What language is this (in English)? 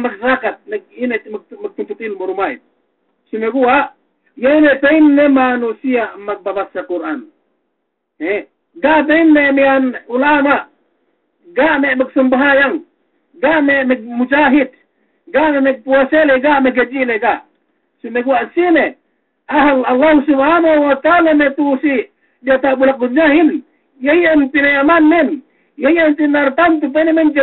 Yakan